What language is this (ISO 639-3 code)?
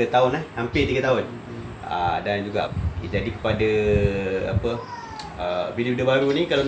msa